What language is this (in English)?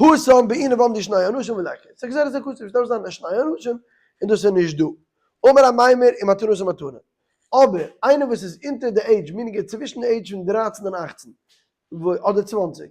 Yiddish